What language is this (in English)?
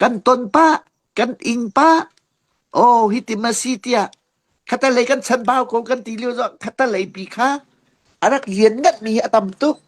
Hakha Chin